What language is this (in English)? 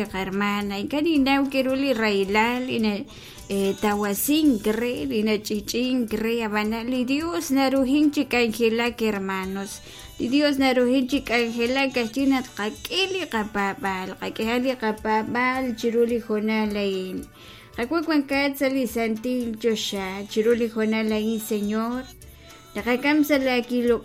Kekchí